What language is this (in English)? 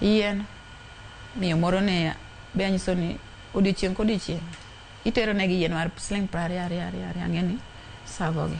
Luo (Kenya and Tanzania)